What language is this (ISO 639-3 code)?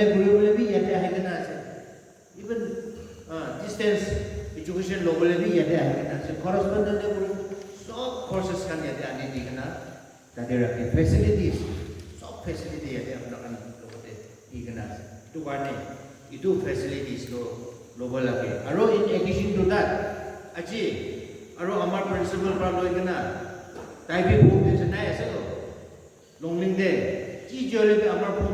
nag